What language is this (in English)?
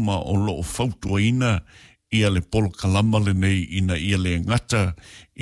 Samoan